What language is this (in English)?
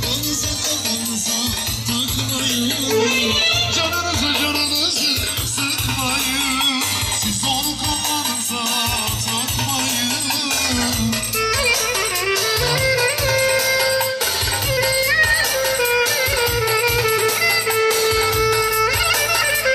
Turkish